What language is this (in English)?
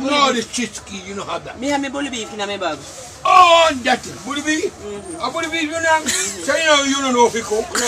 Jamaican Creole English